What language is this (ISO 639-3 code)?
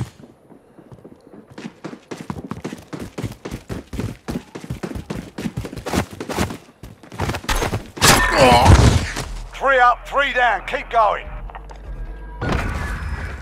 eng